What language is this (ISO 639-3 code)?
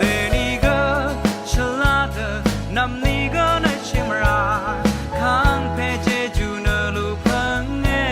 raw